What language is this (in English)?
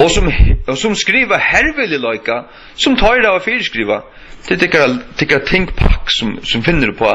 Faroese